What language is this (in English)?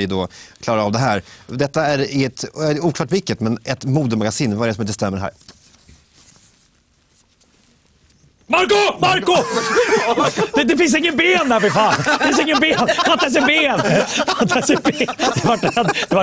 Swedish